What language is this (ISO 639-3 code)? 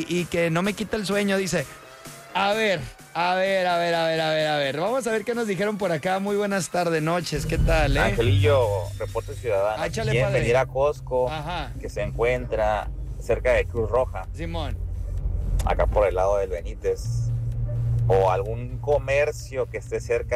spa